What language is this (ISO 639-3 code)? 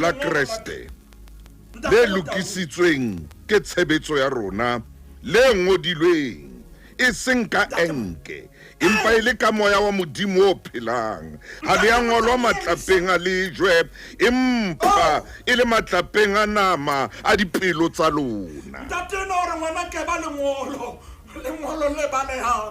sot